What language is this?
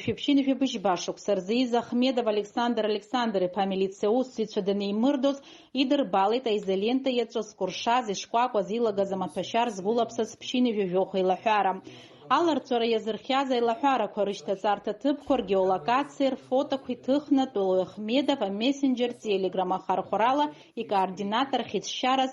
Abkhazian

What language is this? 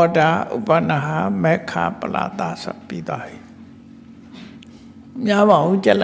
Burmese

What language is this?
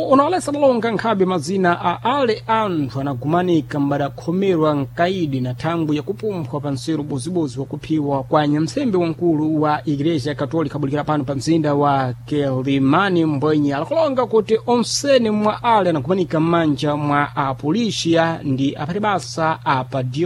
Sena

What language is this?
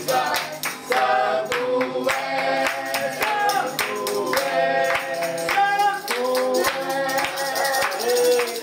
Portuguese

